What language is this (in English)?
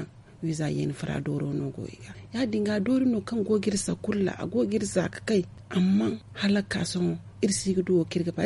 Zarma